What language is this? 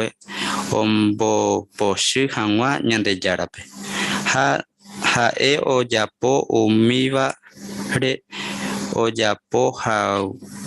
Guarani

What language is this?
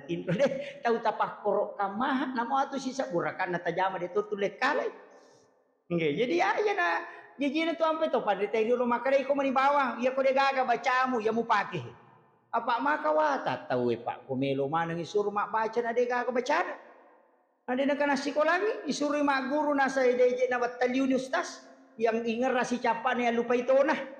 Buginese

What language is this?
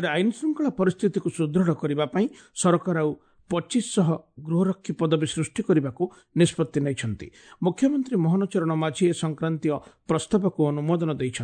Odia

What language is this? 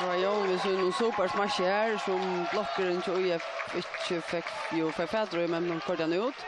Faroese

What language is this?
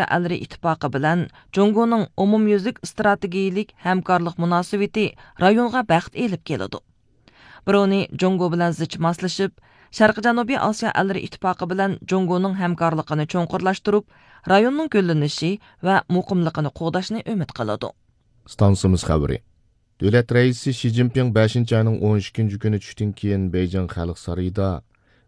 Uyghur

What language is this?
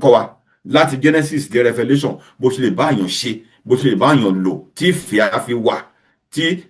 Yoruba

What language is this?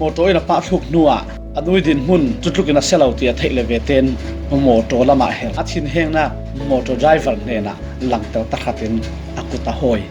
Falam Chin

